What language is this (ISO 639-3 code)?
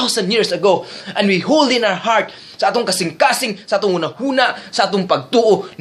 ceb